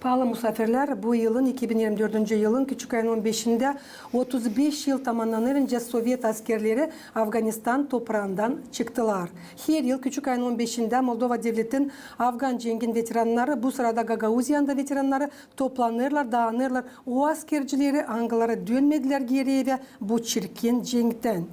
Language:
Gagauz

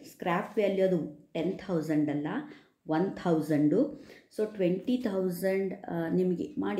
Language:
Kannada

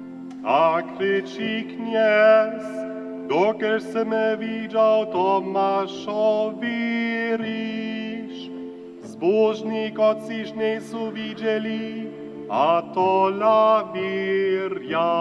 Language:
Upper Sorbian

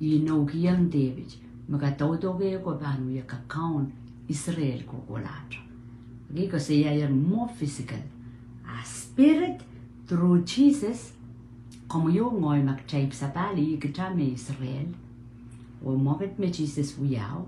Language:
Pohnpeian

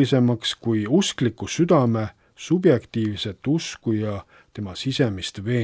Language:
Estonian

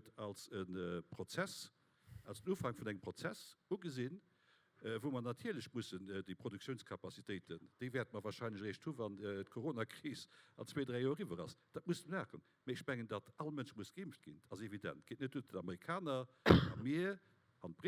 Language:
Luxembourgish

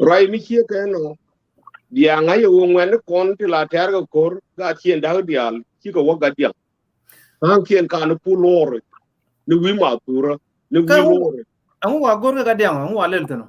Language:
Nuer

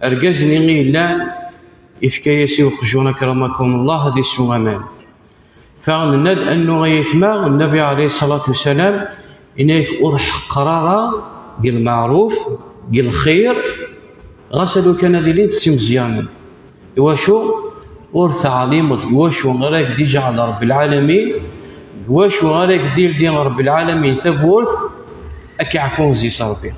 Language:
Kabyle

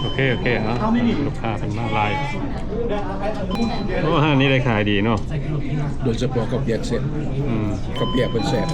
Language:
Lao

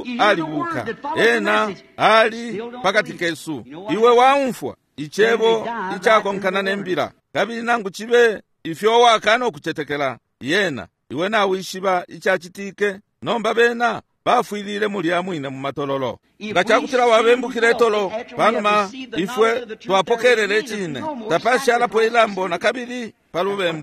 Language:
Bemba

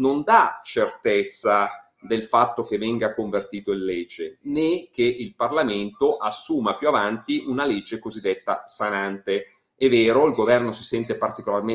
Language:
Italian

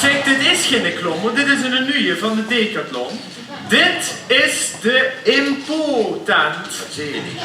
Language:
Limburgish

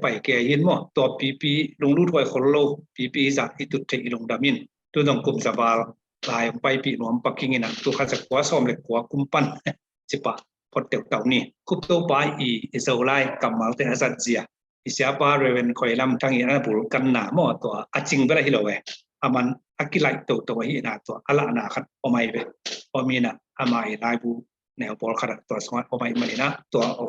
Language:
Tedim Chin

